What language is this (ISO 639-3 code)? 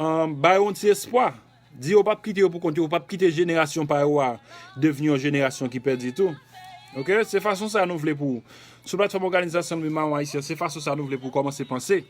hat